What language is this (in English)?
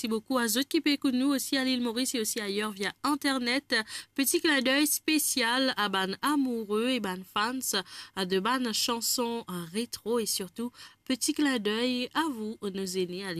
Morisyen